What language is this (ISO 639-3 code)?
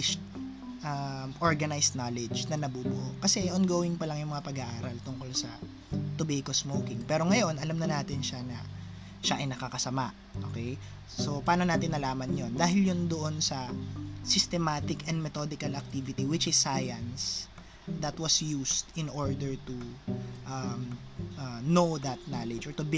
fil